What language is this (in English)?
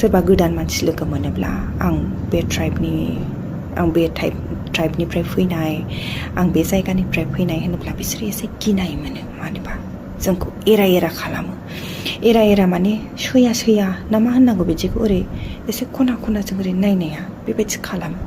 Bodo